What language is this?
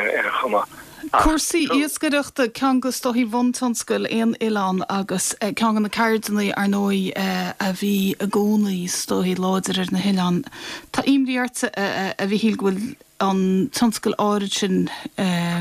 Irish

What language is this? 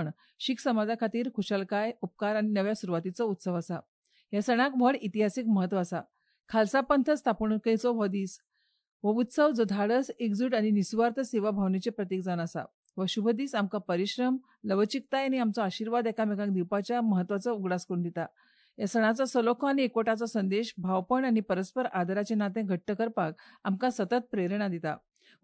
Konkani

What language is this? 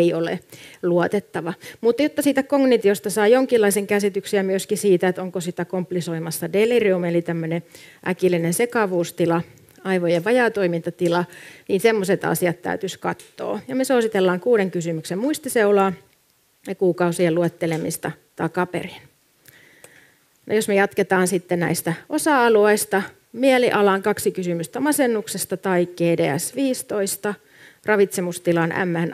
Finnish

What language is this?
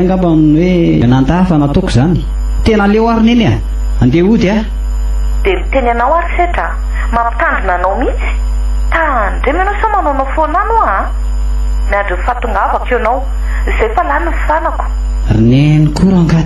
Malagasy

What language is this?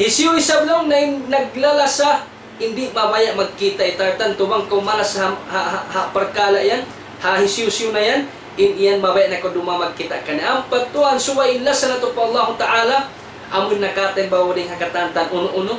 Tausug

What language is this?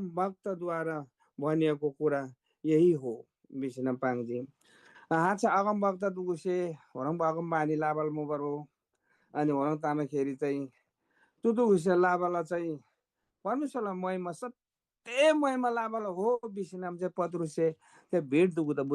Eastern Tamang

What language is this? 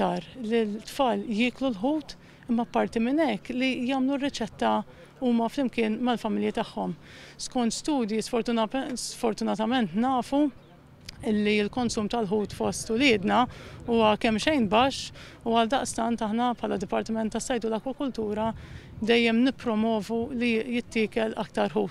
Maltese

